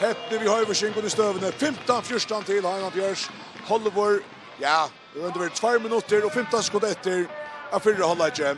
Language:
Faroese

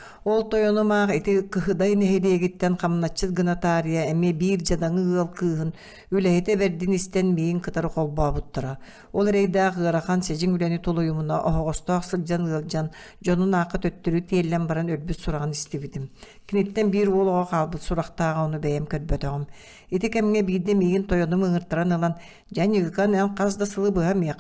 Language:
Yakut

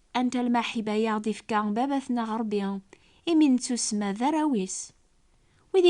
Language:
Kabyle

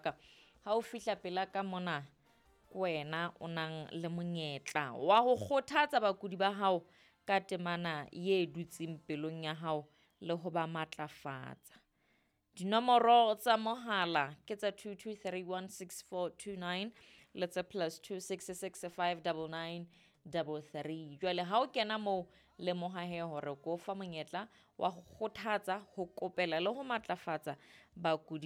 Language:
Southern Sotho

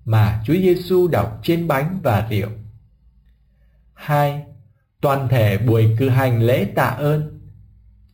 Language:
Vietnamese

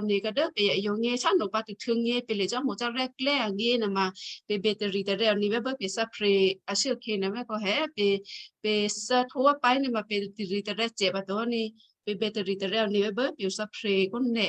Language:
Western Kayah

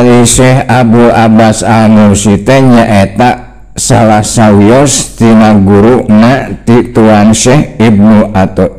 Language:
Sundanese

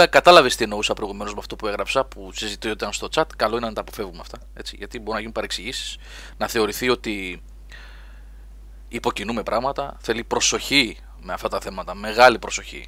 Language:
Greek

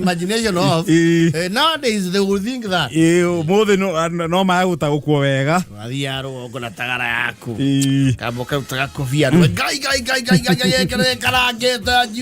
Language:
Kikuyu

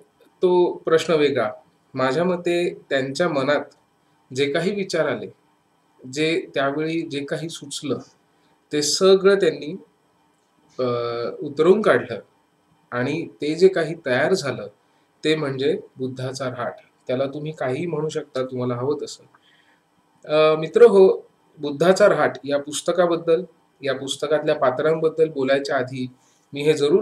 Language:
Marathi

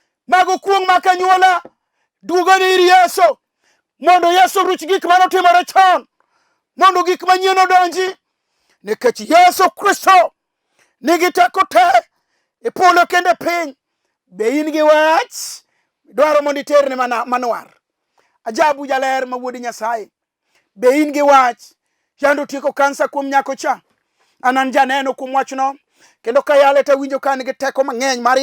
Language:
Luo (Kenya and Tanzania)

